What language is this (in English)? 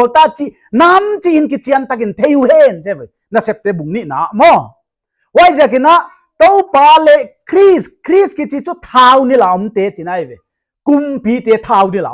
Paite Chin